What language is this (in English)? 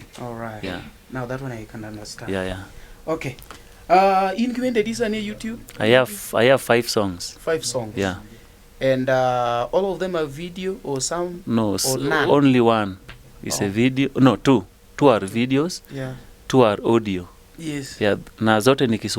Luo (Kenya and Tanzania)